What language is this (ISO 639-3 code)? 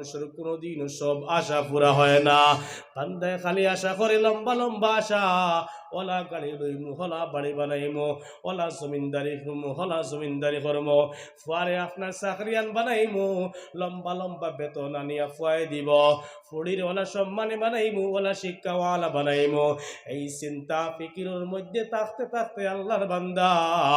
syl